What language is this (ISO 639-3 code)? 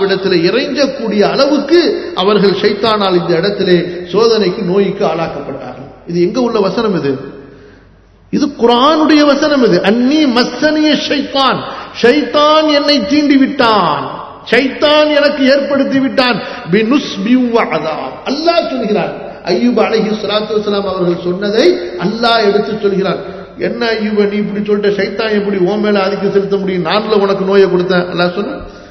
tam